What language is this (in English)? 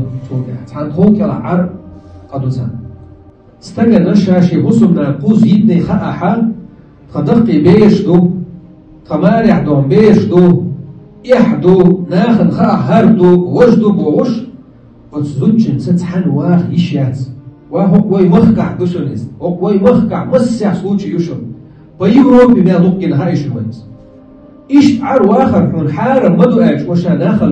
Chechen